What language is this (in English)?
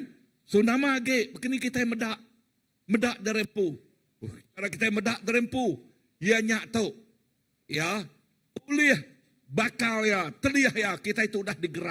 Iban